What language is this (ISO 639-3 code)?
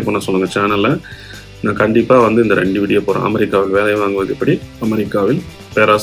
tam